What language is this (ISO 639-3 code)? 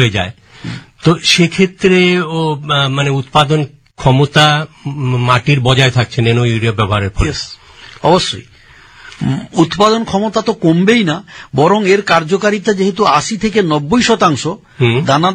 ben